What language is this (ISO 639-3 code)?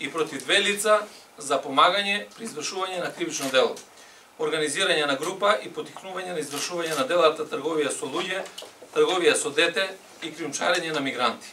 mkd